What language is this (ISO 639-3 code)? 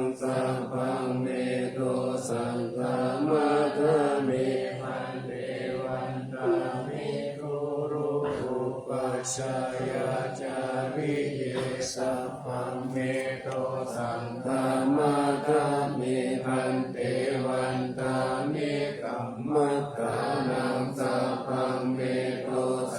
pli